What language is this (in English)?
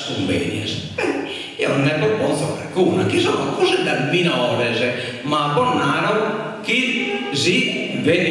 Sardinian